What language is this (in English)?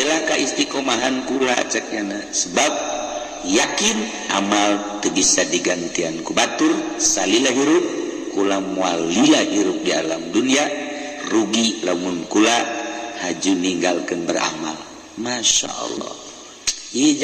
Sundanese